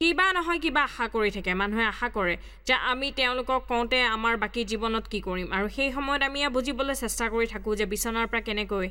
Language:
Assamese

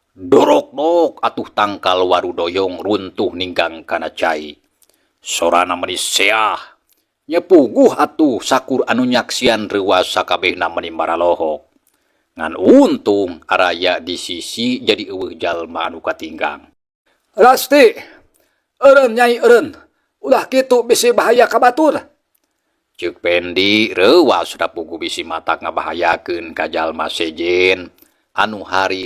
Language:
Sundanese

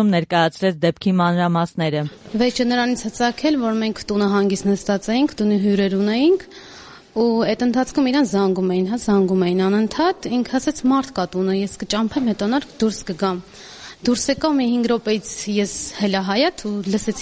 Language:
Armenian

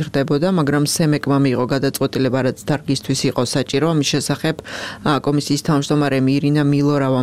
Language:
Georgian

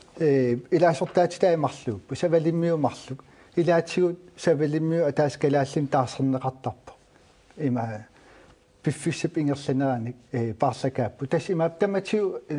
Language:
Kalaallisut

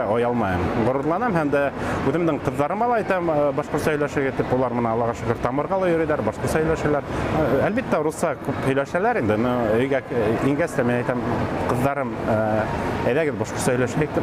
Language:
Bashkir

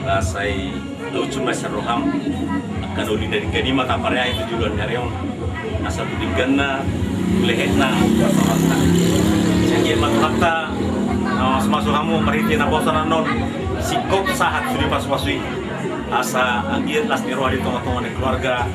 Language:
Batak Toba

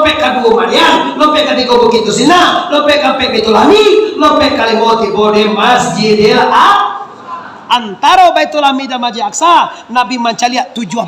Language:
Minangkabau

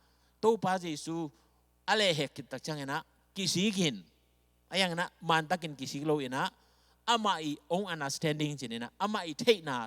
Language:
Tedim Chin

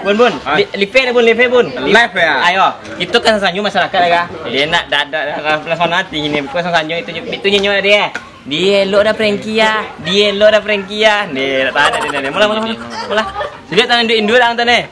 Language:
Minangkabau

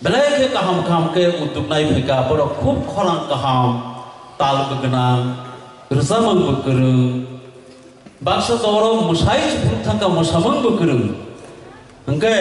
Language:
Kok Borok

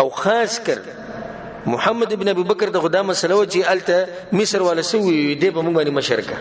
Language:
Pashto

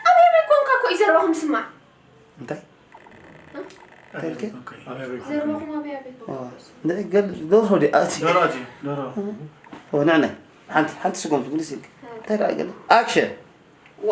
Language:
Tigrinya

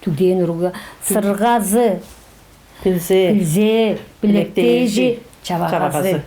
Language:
Tuvinian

